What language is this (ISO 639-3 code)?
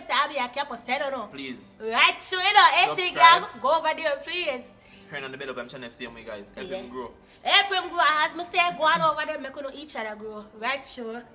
jam